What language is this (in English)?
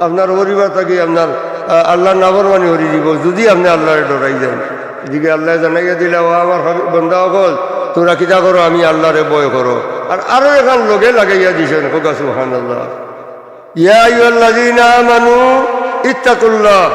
Sylheti